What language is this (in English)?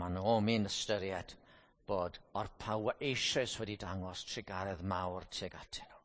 Welsh